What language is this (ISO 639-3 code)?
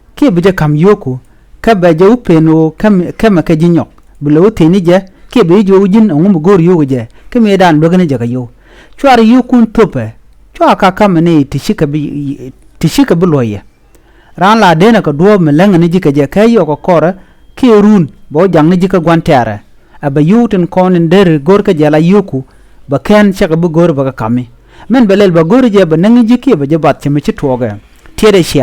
nus